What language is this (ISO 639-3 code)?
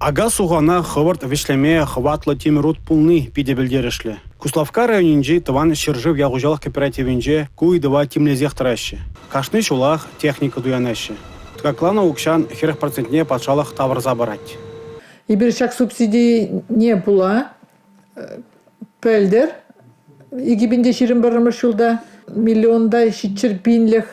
chv